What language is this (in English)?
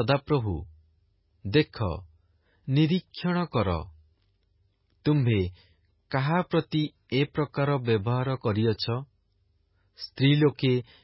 Odia